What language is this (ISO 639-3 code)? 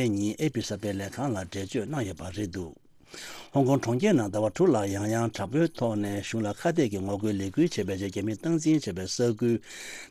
bod